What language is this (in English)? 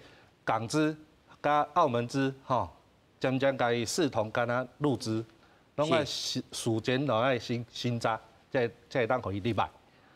Min Nan Chinese